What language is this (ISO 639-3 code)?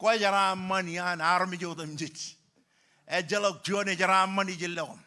mah